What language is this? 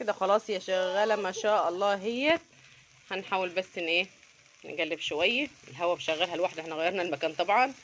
Egyptian Arabic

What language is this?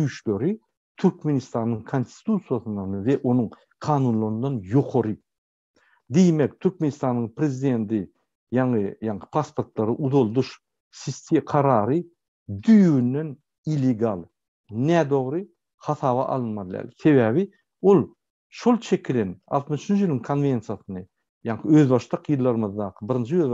Turkmen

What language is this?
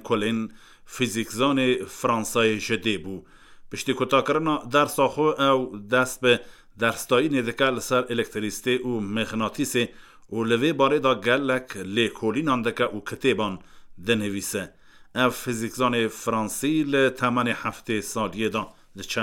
Kurdish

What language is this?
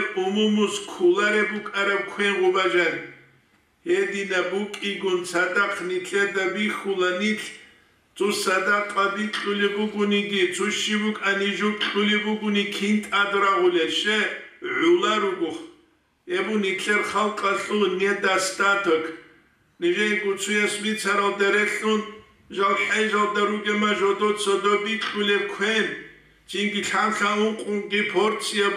Avaric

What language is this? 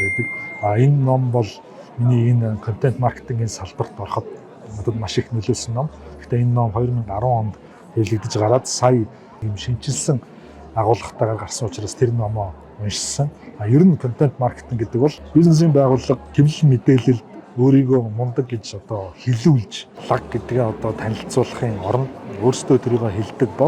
Mongolian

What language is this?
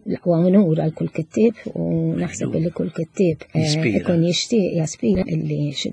Maltese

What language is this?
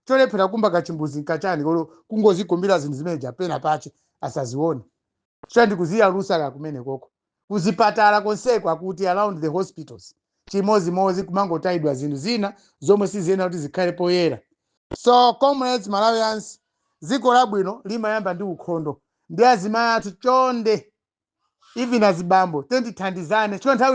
Nyanja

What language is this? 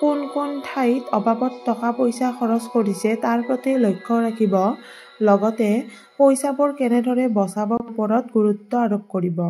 Assamese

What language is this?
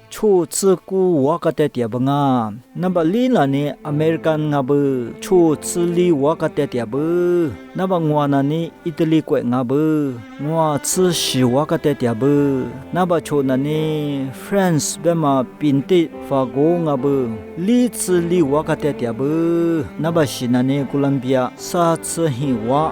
Lisu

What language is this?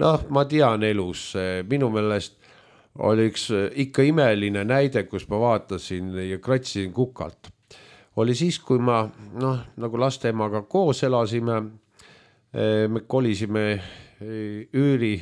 Estonian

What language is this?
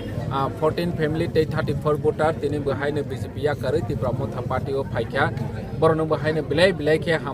Kok Borok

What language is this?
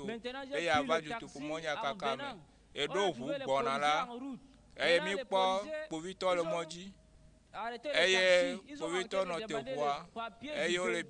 Ewe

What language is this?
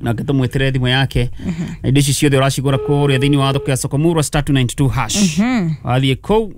Kikuyu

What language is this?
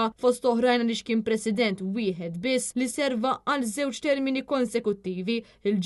Maltese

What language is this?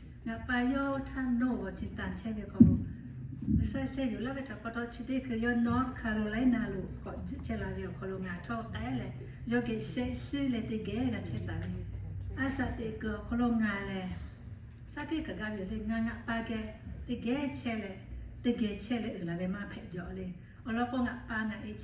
Lahu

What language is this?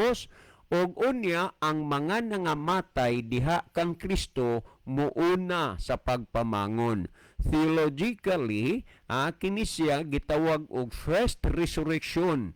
Cebuano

